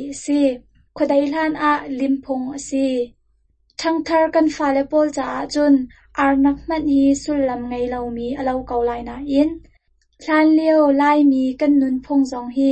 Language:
Hakha Chin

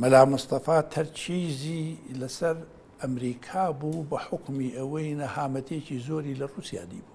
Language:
Central Kurdish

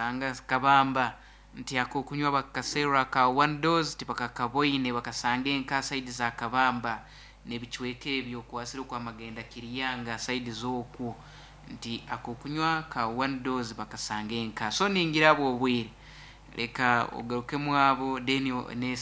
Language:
Nyankole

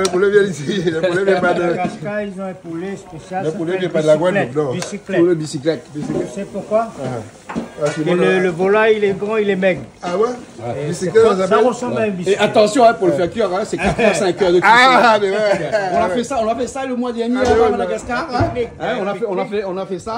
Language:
Réunion Creole French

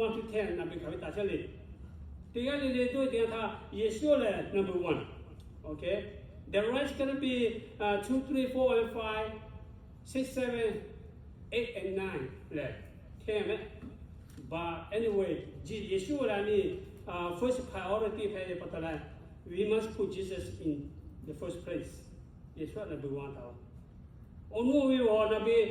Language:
Lahu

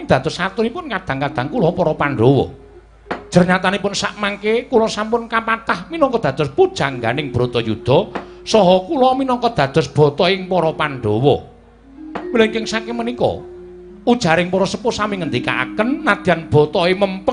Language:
Javanese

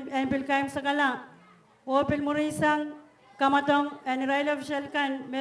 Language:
Pohnpeian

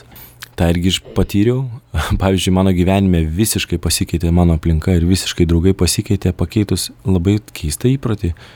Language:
Lithuanian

